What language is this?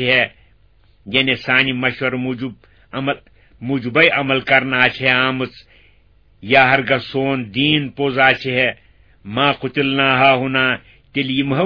Kashmiri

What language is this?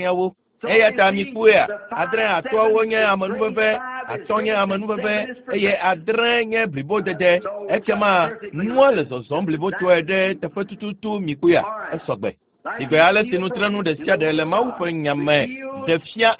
Ewe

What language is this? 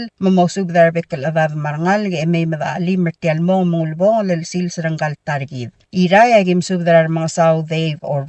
Palauan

